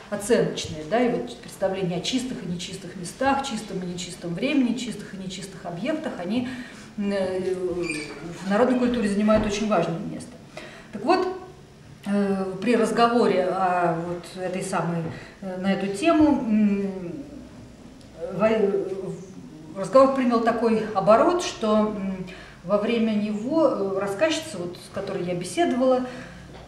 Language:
Russian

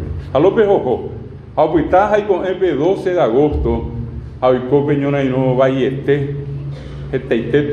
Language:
Guarani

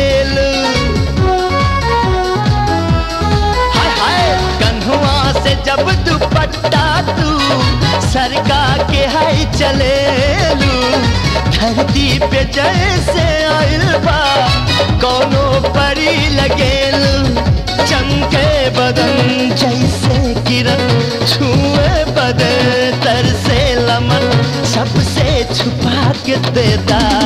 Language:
Bhojpuri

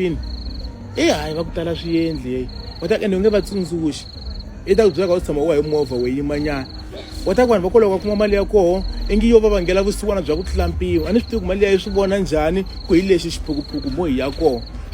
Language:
Tsonga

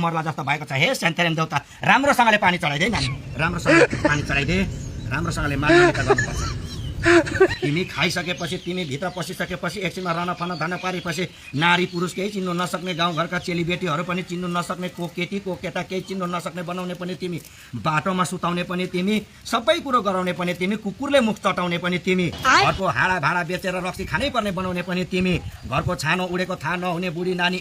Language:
Nepali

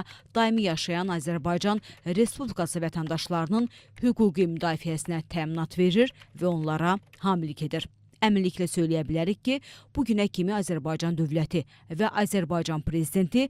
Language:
Azerbaijani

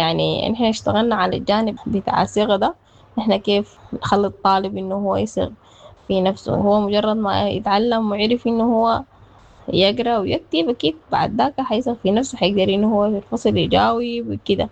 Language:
Sudanese Arabic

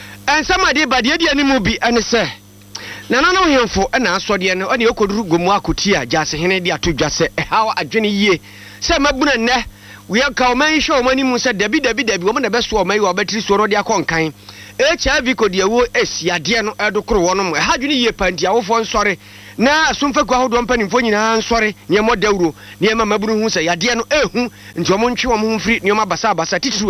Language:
Akan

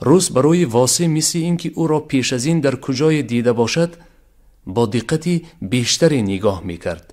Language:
Tajik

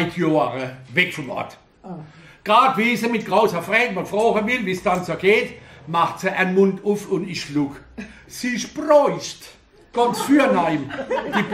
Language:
Palatine German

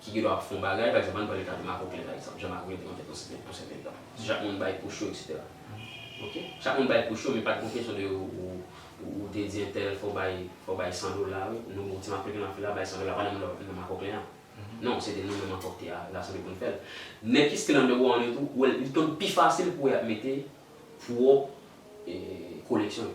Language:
Haitian Creole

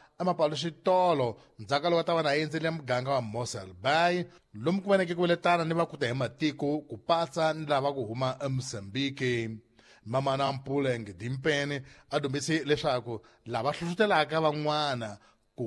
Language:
Tsonga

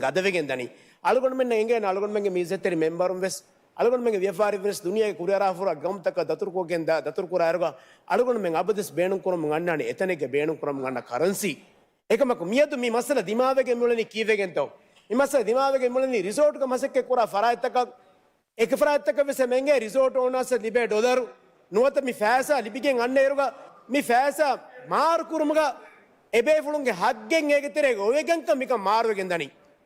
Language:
Divehi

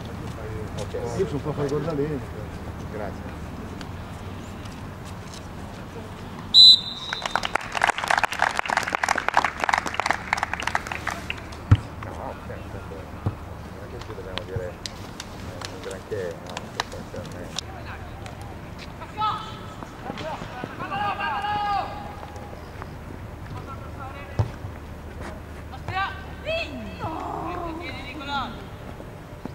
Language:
Italian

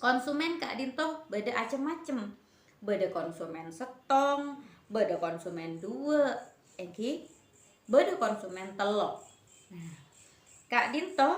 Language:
Madurese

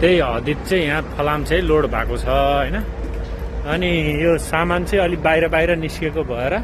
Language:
Nepali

